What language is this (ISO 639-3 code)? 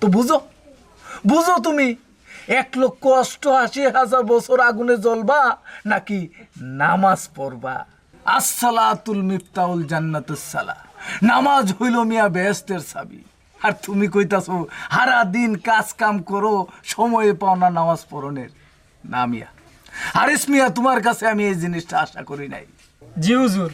syl